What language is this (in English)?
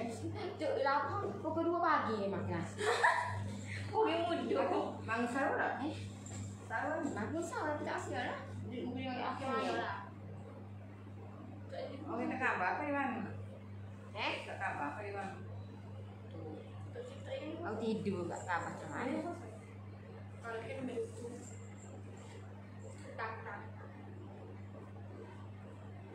Malay